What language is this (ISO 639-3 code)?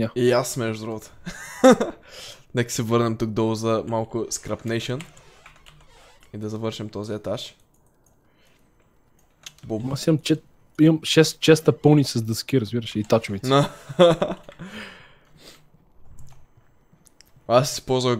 bul